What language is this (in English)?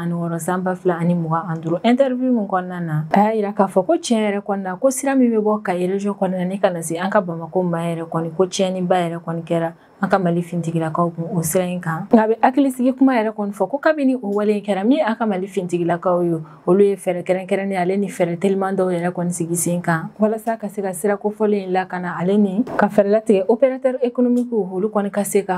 Bambara